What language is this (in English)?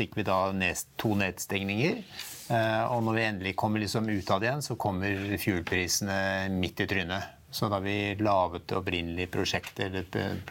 Norwegian